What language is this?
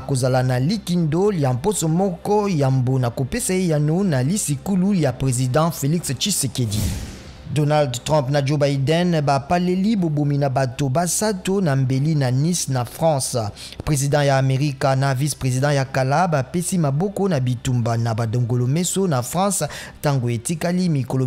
Lingala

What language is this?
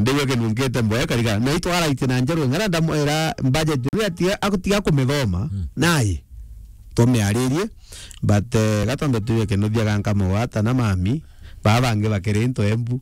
Meru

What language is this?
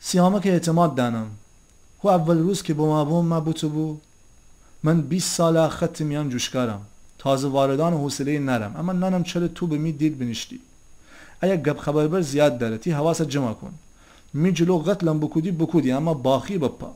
Gilaki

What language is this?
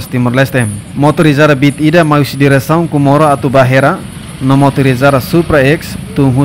Tetum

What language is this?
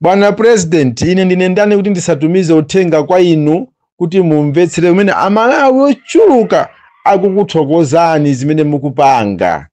Nyanja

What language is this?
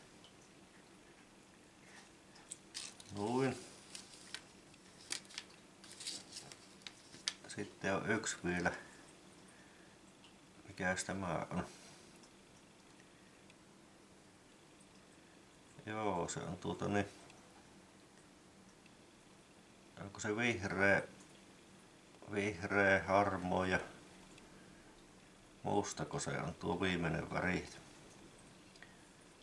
Finnish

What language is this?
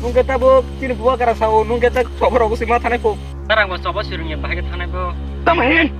Kok Borok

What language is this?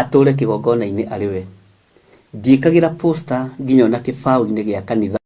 Kikuyu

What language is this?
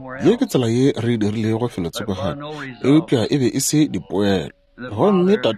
Northern Sotho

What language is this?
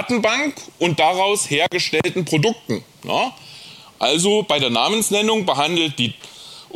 German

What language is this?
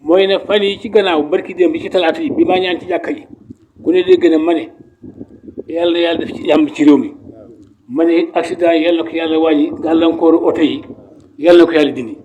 Wolof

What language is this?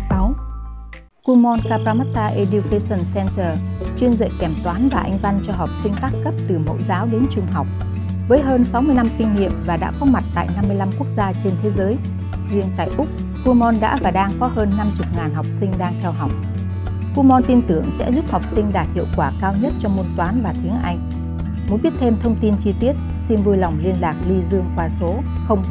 Vietnamese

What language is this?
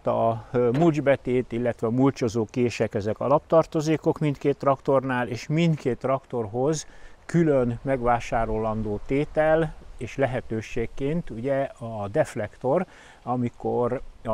Hungarian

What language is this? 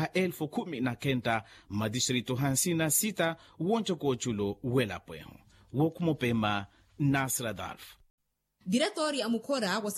Makhuwa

